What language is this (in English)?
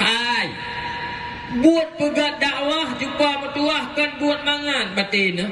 Achinese